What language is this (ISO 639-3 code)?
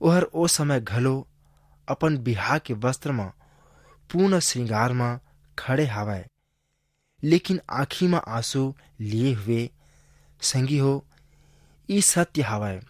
hne